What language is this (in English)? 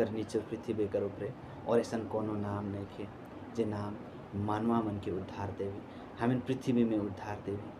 Sadri